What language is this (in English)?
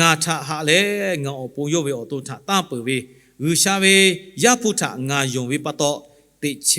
Lahu